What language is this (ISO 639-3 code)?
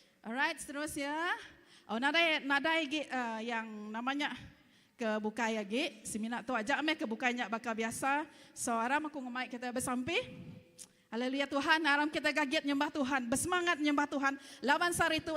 iba